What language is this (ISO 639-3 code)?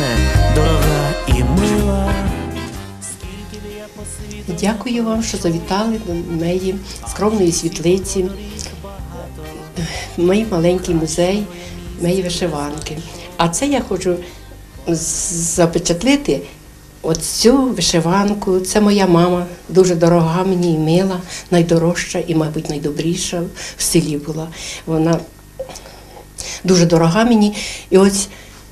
ukr